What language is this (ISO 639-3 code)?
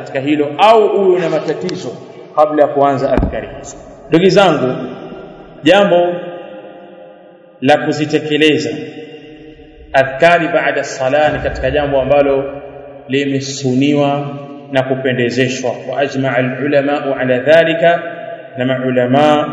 swa